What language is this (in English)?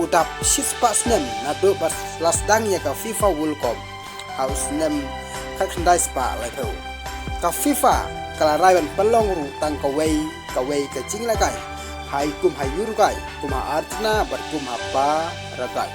Khasi